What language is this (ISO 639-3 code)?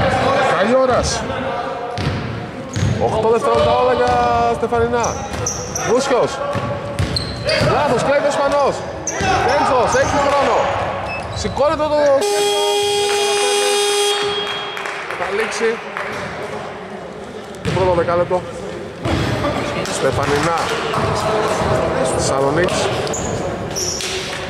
ell